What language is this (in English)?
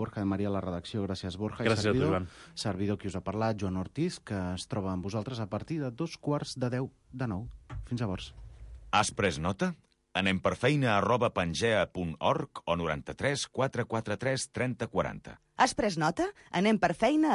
Catalan